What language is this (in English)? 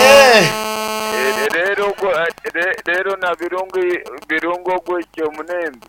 Nyankole